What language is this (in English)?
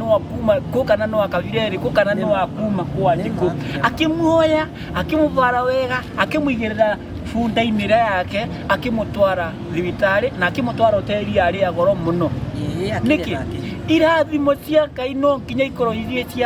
Kikuyu